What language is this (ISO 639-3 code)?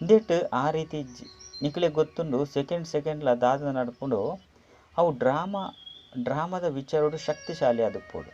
tcy